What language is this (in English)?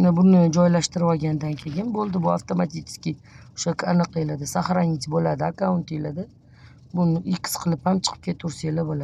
Uzbek